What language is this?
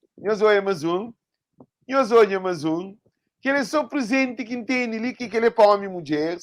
Kabuverdianu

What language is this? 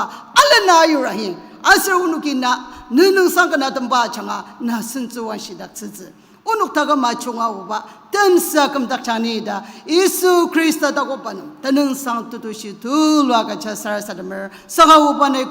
Ao Naga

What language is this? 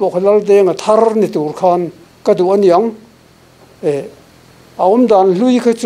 Mizo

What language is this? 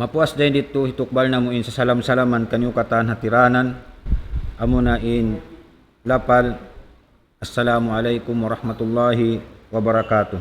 Tausug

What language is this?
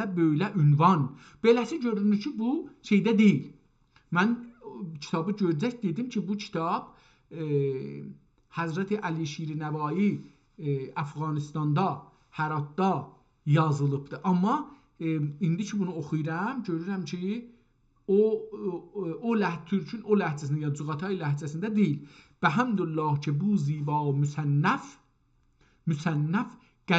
South Azerbaijani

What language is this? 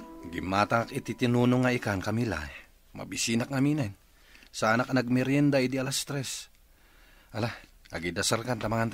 Iloko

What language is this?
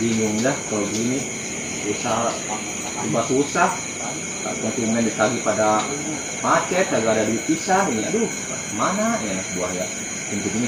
Betawi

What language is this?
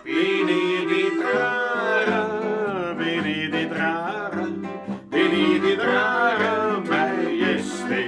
Bavarian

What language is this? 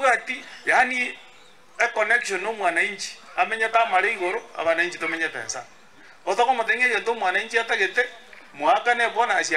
Gusii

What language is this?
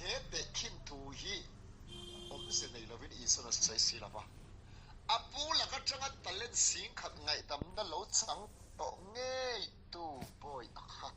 Mizo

